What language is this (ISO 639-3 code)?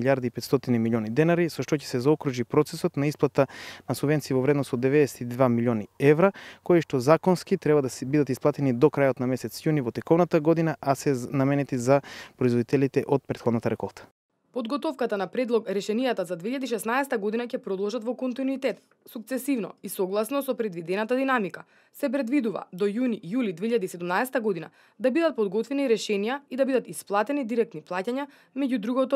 mkd